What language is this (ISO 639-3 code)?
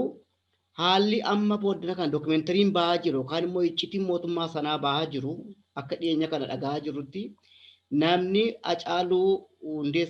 orm